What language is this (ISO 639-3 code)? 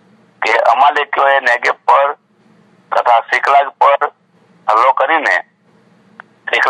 guj